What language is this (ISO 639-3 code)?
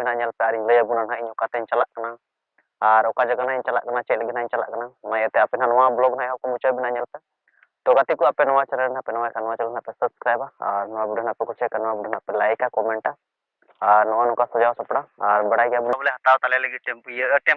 sat